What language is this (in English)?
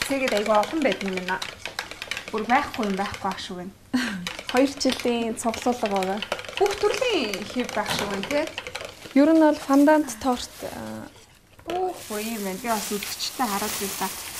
Mongolian